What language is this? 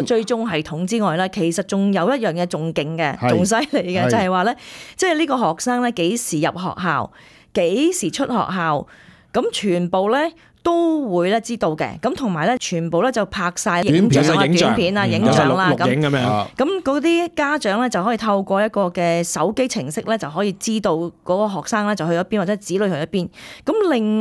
Cantonese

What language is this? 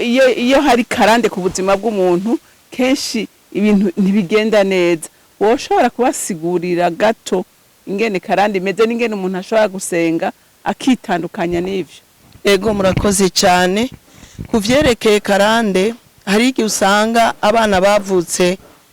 Rundi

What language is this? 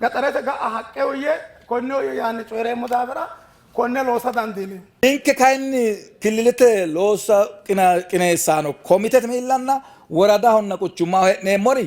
Sidamo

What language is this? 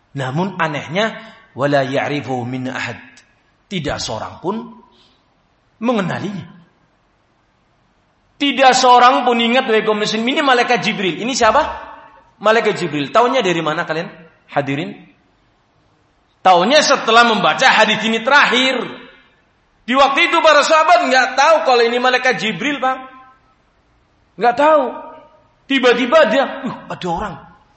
Indonesian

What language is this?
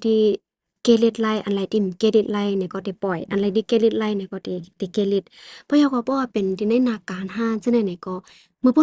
Shan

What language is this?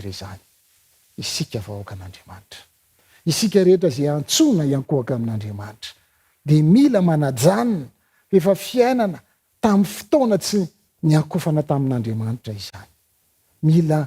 Malagasy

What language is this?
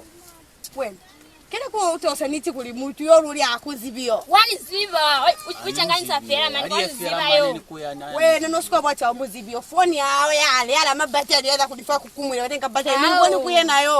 Lozi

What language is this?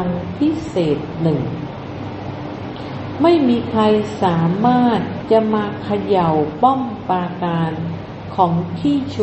Thai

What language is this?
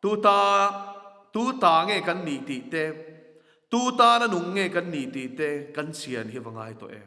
Mizo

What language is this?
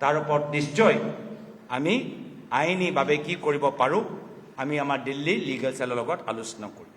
Assamese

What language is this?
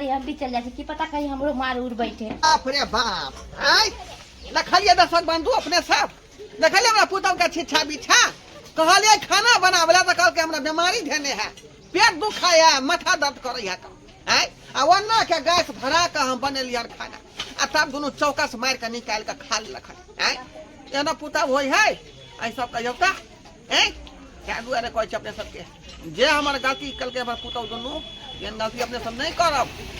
Maithili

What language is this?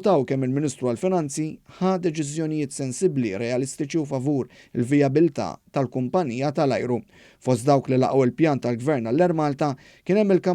Maltese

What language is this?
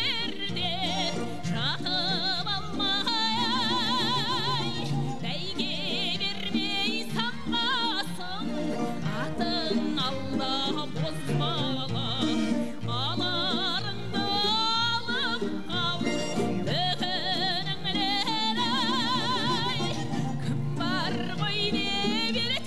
Kazakh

